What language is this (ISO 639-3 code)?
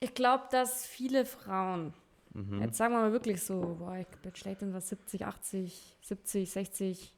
bar